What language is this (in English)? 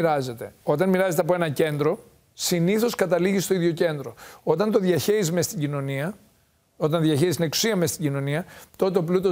Greek